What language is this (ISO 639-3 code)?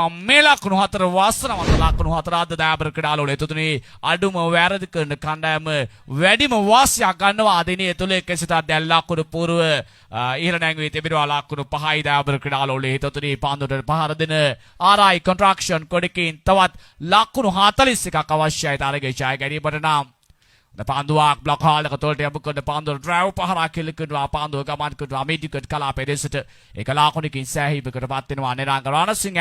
sin